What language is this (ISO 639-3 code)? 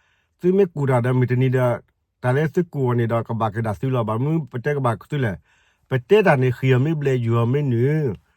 ksw